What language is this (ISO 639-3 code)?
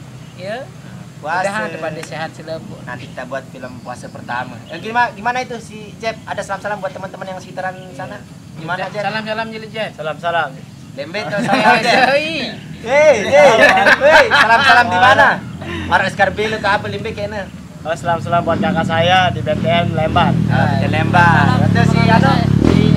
sas